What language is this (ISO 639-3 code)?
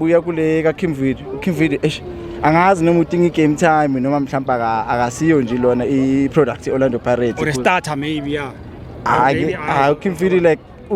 zul